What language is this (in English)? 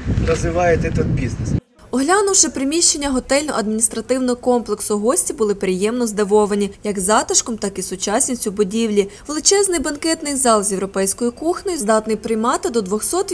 Ukrainian